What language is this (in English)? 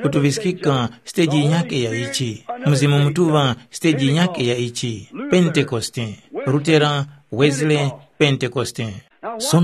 Tumbuka